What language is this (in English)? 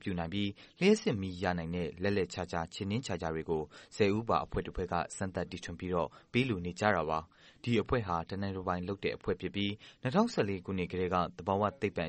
Burmese